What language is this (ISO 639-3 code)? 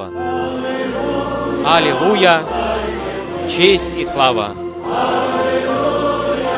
rus